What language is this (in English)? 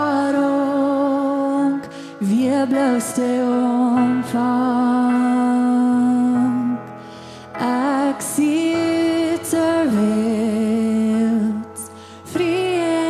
Plautdietsch